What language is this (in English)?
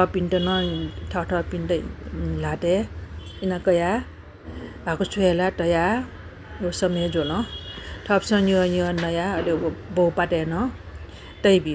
Newari